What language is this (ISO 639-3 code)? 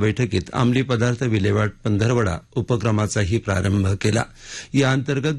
mar